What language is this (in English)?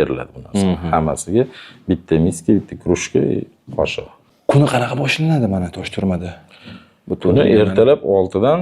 Uzbek